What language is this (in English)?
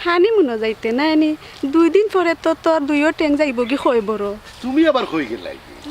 Sylheti